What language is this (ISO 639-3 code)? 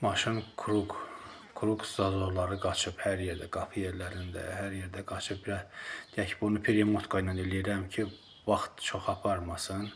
aze